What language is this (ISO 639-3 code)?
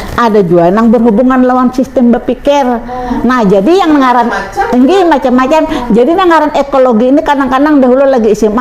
bjn